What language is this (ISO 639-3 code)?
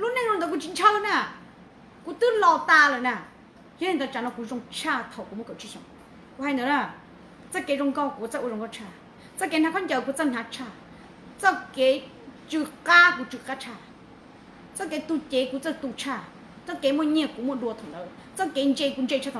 hmn